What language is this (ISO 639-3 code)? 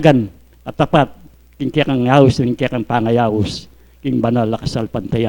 pam